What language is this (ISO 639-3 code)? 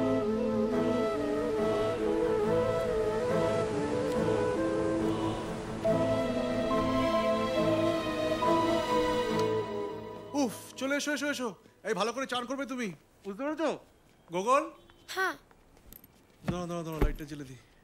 ben